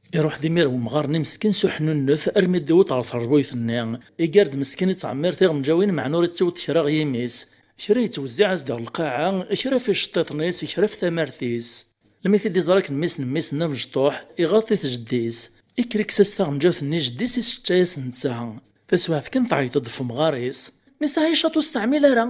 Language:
Kabyle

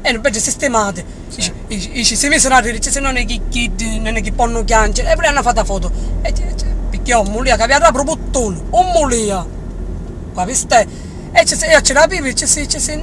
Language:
Sicilian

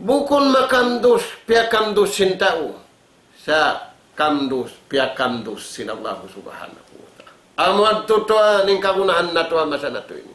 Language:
Tausug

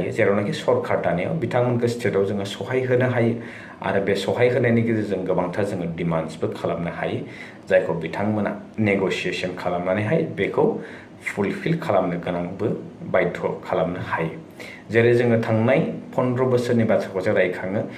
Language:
Bodo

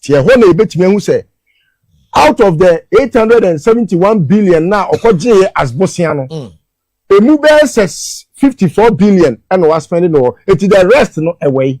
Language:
Akan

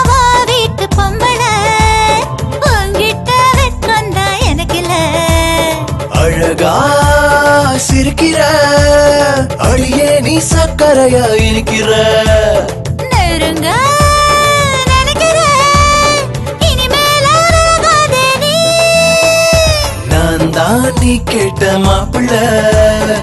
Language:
Tamil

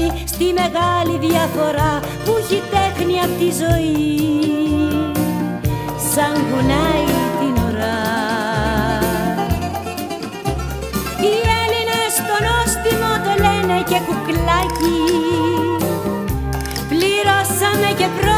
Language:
Greek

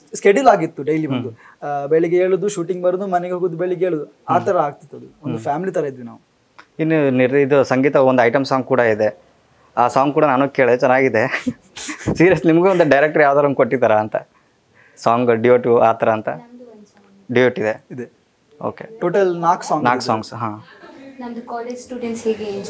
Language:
Kannada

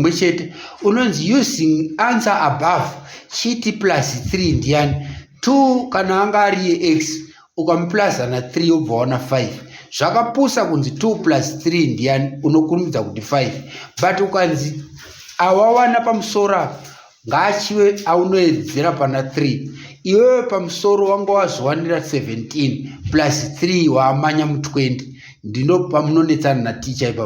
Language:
Shona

